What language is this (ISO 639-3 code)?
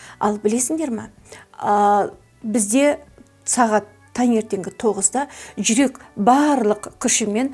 kaz